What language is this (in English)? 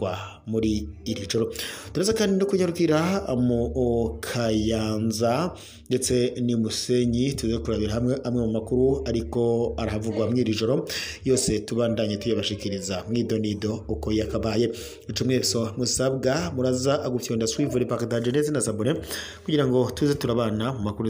Rundi